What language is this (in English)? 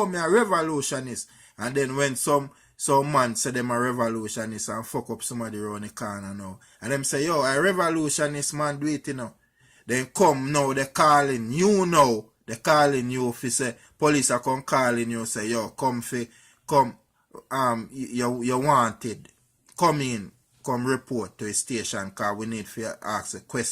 Jamaican Creole English